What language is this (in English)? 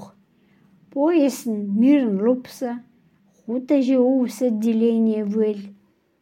Khanty